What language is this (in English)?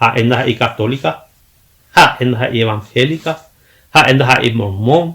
Guarani